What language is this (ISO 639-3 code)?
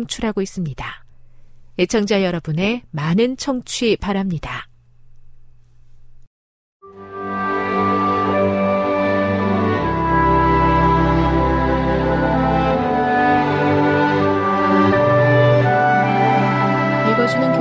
kor